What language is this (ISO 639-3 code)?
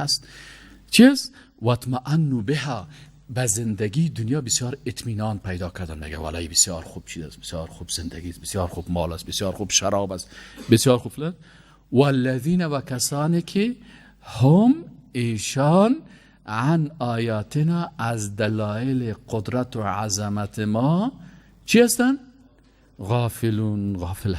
fas